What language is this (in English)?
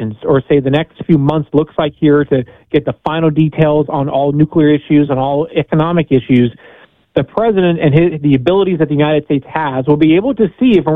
English